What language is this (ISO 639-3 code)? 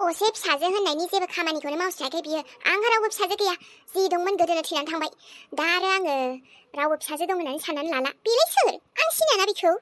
brx